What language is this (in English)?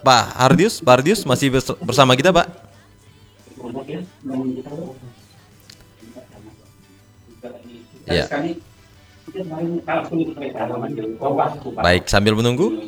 Indonesian